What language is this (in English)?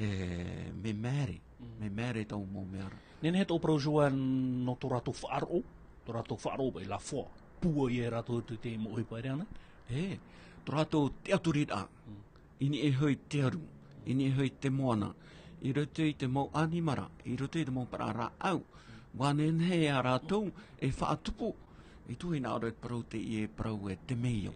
Tahitian